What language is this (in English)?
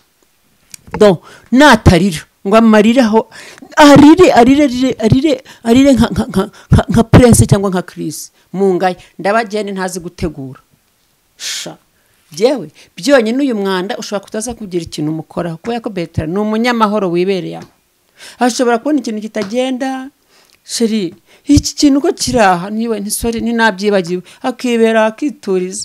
Kinyarwanda